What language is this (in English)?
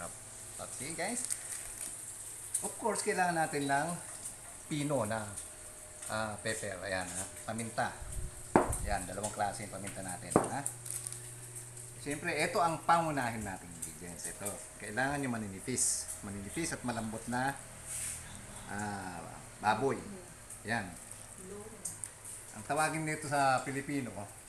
Filipino